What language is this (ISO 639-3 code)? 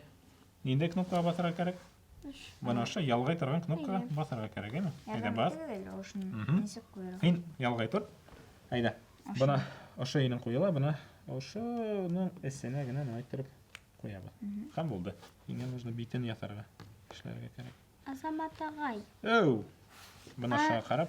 bak